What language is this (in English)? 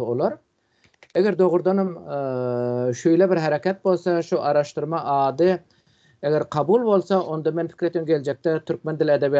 Turkmen